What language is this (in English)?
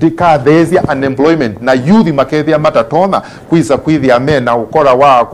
Kamba